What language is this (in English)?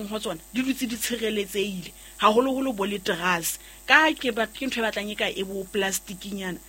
Southern Sotho